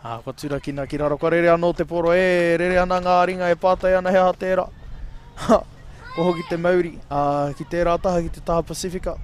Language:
Māori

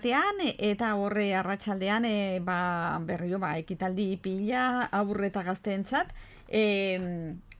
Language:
Basque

